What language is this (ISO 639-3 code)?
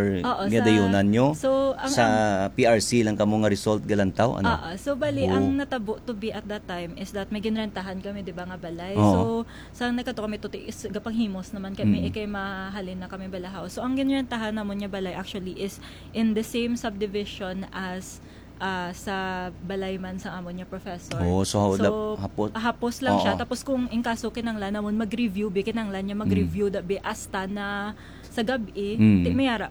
hil